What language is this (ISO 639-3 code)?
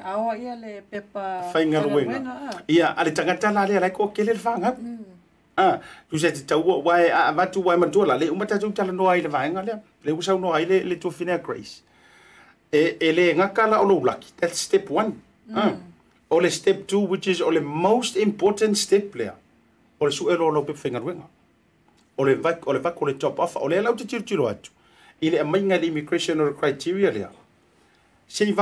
smo